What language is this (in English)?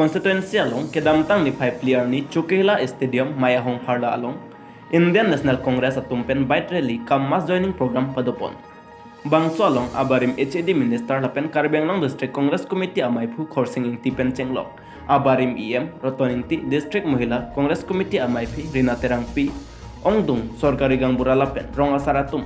Karbi